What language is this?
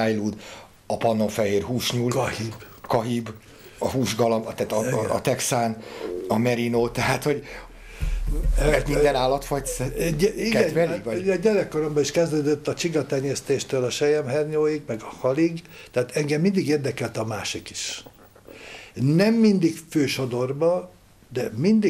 Hungarian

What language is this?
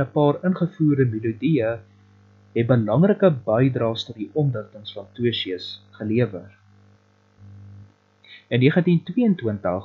Afrikaans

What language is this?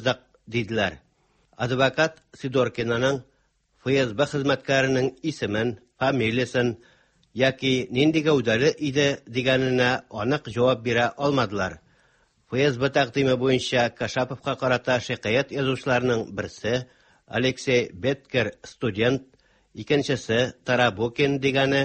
Tatar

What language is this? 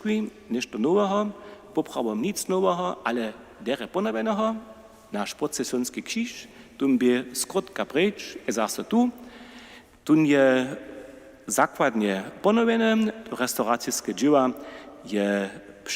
Upper Sorbian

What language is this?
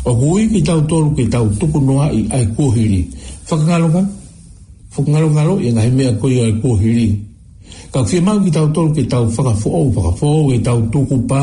Tongan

